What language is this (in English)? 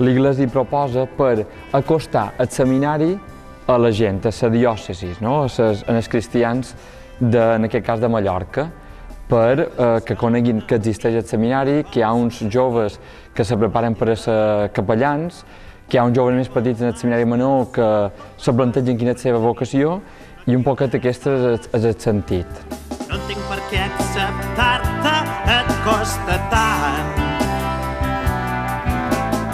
Catalan